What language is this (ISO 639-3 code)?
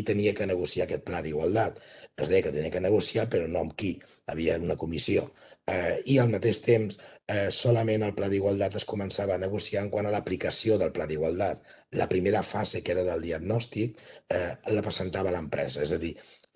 cat